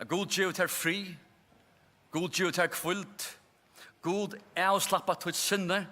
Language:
Faroese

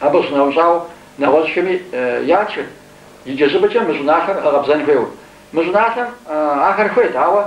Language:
Kabardian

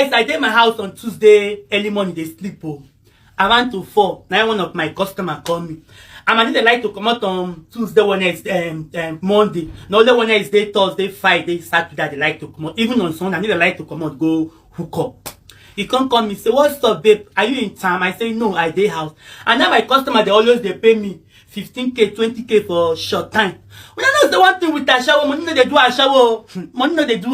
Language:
Nigerian Pidgin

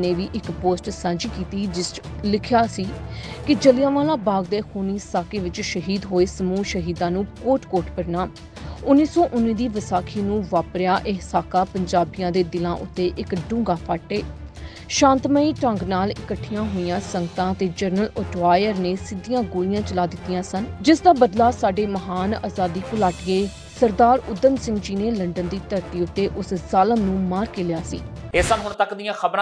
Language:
Punjabi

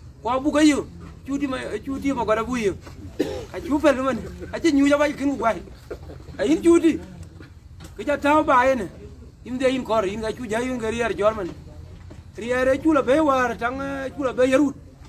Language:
Dinka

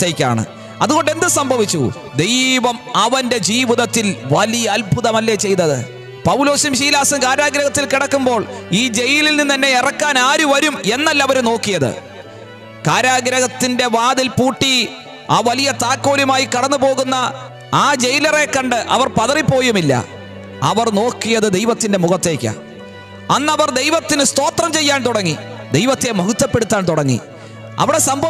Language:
Malayalam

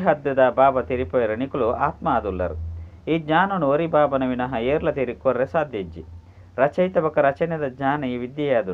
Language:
Tulu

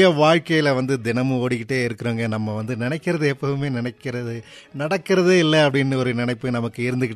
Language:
Tamil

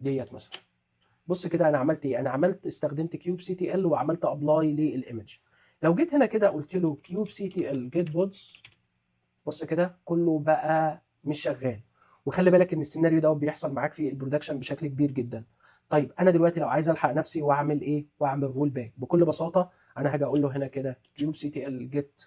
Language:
Egyptian Arabic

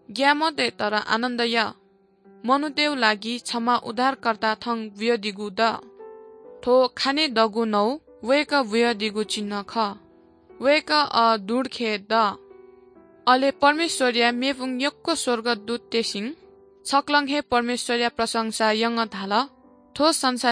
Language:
Newari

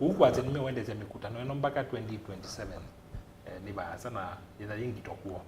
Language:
Kamba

